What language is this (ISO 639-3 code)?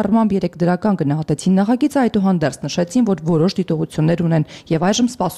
hye